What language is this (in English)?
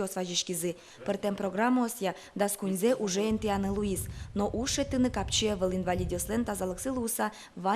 Udmurt